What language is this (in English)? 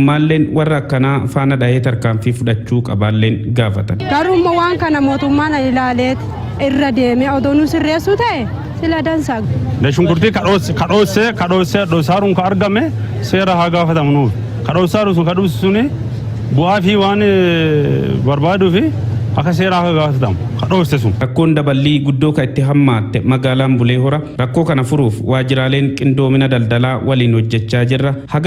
Oromo